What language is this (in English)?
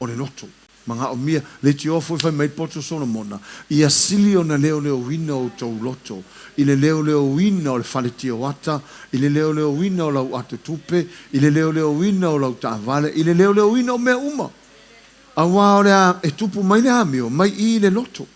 Samoan